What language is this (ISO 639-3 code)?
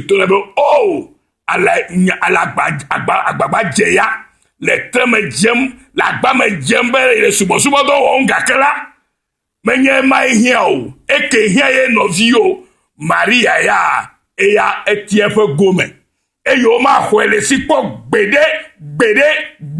ewe